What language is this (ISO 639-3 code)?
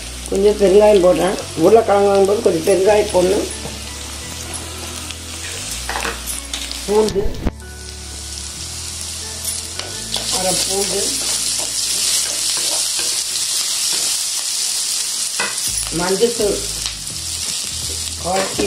tam